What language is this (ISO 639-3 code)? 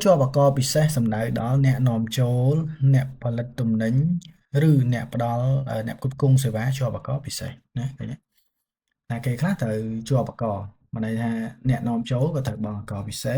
khm